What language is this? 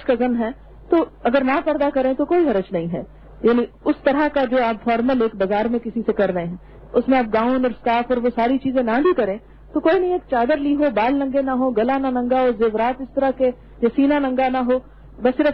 Urdu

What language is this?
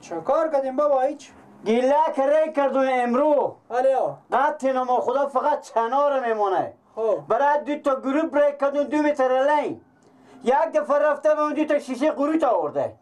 Persian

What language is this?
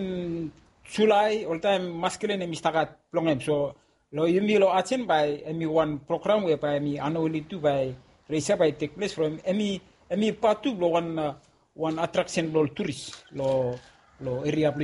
Bislama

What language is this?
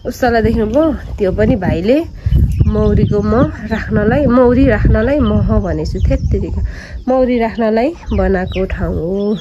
Nepali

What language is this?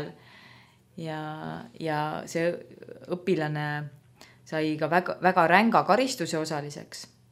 Estonian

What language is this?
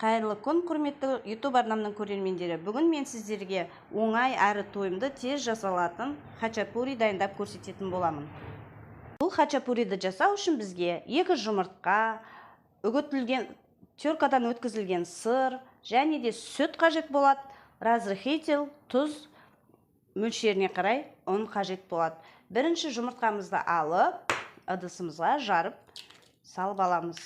Kazakh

